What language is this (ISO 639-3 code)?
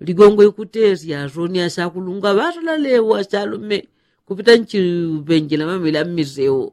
yao